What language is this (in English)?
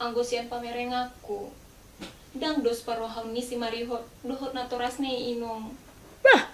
Batak Toba